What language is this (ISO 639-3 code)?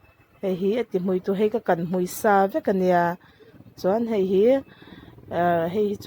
lus